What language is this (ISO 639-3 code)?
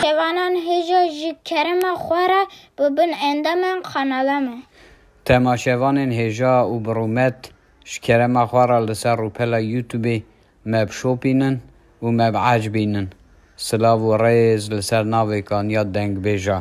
kur